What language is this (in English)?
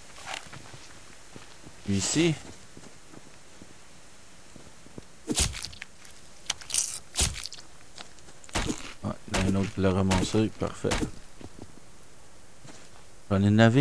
French